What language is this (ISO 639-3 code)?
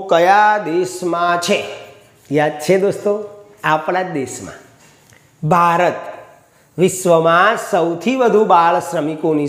guj